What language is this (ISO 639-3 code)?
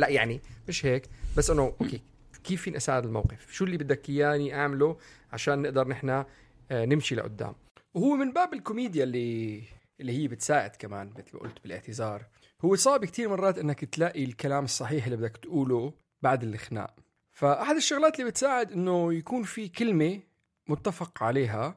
apc